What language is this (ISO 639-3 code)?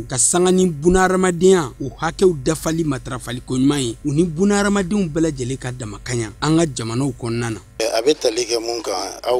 bam